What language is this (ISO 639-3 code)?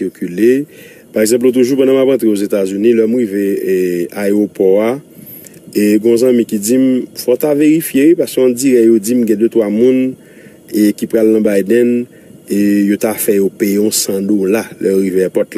hat